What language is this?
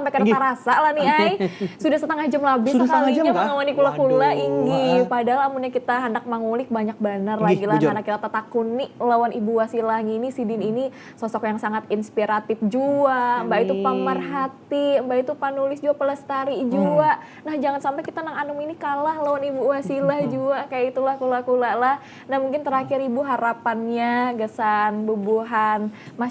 Banjar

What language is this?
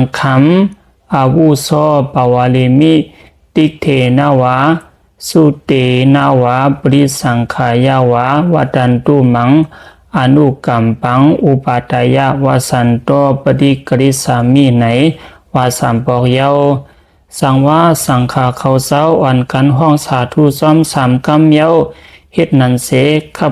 Shan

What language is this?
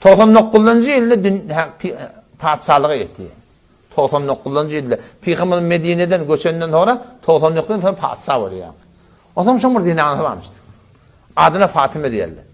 Turkmen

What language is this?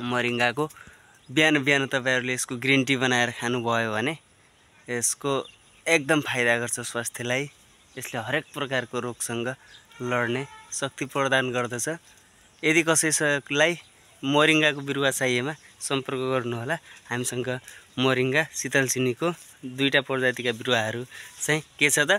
Nepali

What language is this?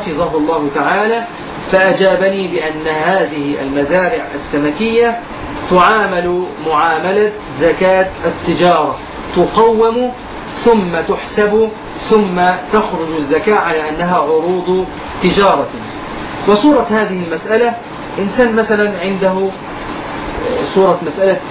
Arabic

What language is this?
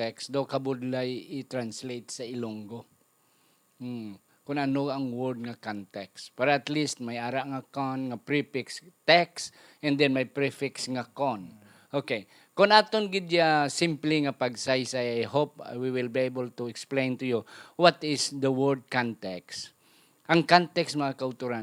Hiligaynon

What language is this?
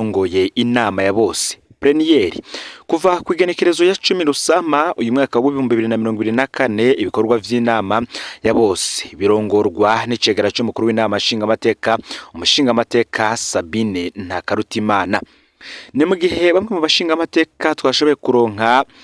Rundi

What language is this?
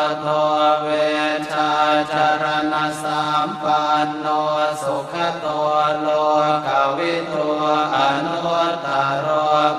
Pali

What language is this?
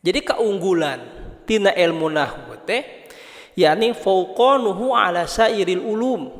Sundanese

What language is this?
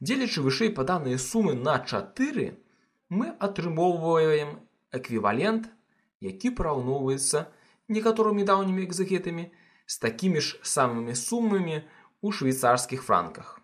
Belarusian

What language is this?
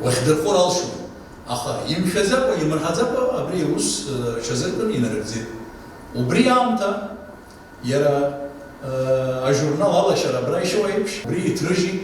Abkhazian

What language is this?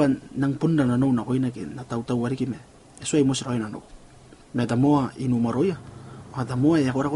Gilbertese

